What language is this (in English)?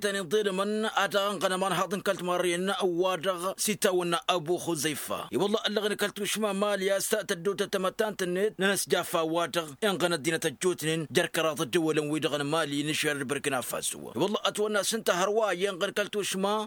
Tamasheq